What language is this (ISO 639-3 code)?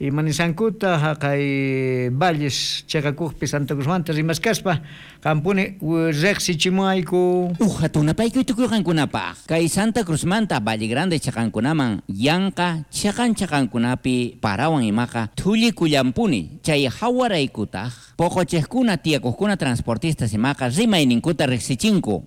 quh